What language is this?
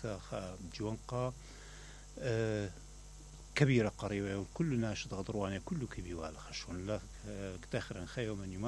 Mesopotamian Arabic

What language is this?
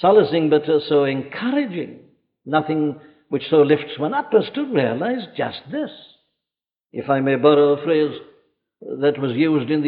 English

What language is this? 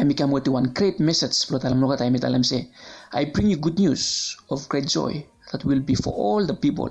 Bislama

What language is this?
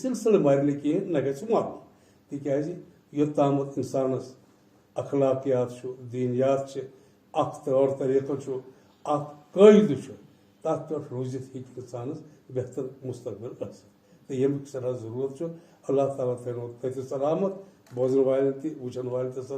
Kashmiri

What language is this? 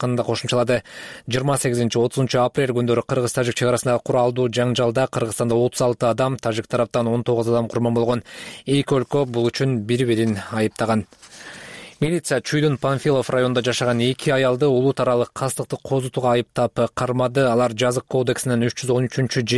Kyrgyz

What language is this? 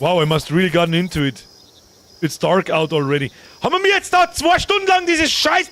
Bavarian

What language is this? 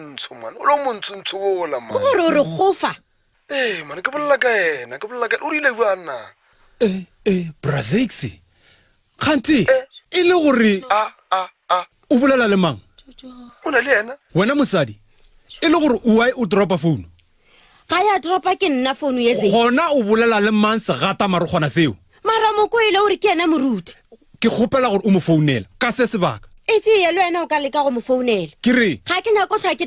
Northern Sotho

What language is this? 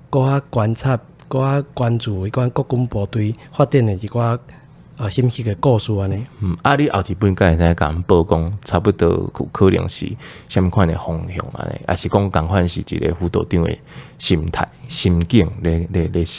Min Nan Chinese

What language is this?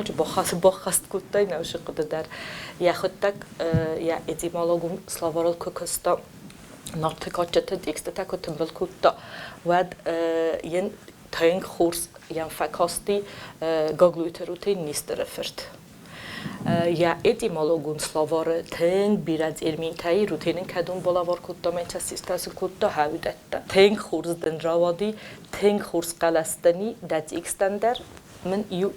Ossetic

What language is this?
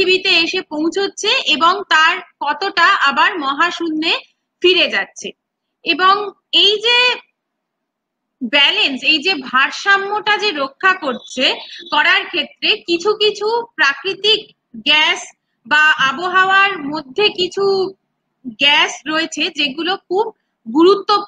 Bangla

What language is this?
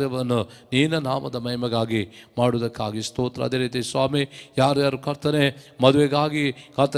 Kannada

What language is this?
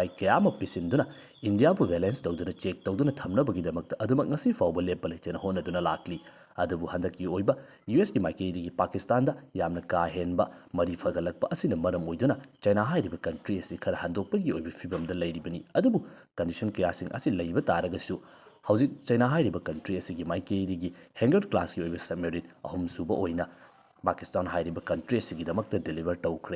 Manipuri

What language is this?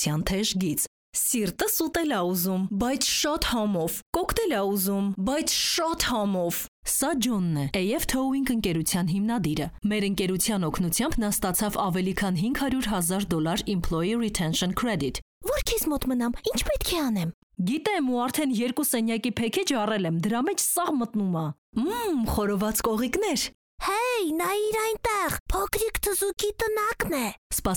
Armenian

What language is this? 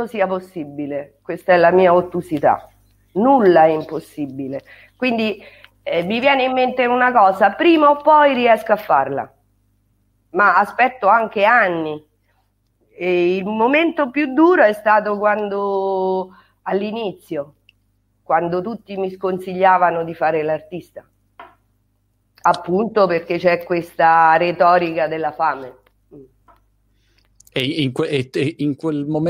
Italian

